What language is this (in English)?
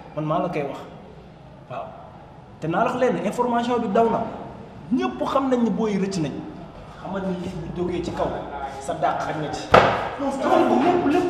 Wolof